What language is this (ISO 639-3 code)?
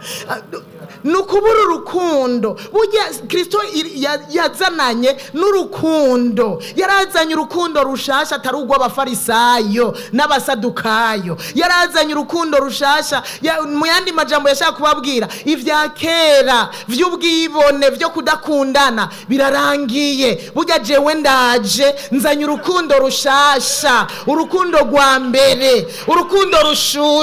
run